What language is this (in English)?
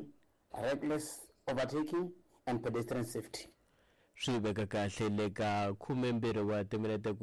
Tsonga